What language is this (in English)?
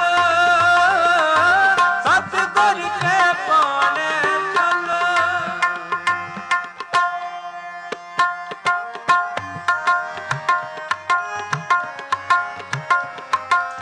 Punjabi